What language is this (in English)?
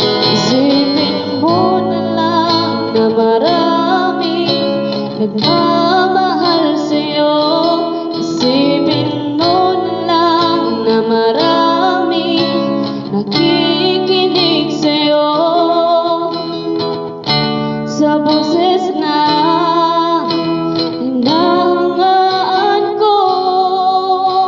Filipino